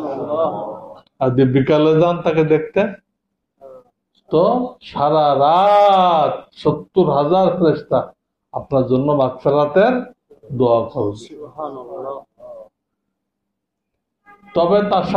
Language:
Bangla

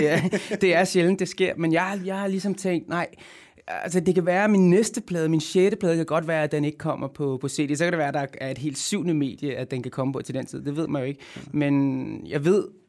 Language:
Danish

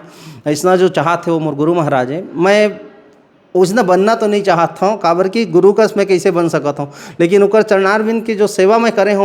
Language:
Chhattisgarhi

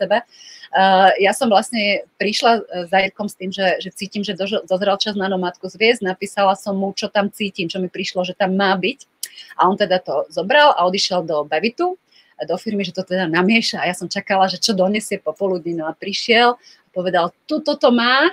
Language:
Slovak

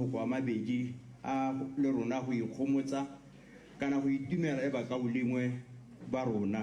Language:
Tswana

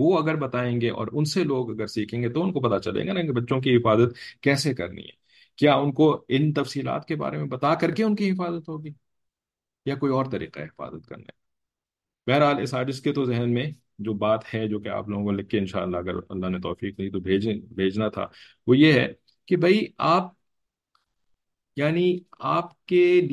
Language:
Urdu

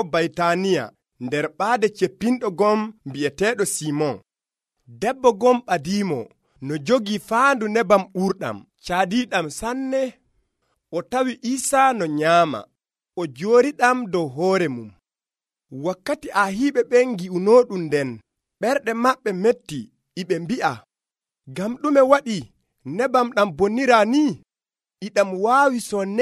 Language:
Nigerian Fulfulde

